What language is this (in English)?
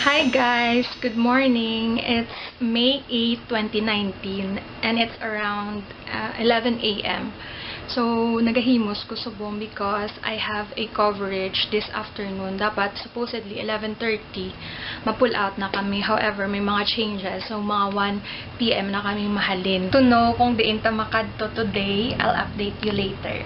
Hiligaynon